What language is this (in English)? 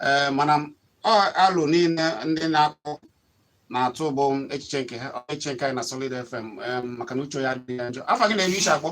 Igbo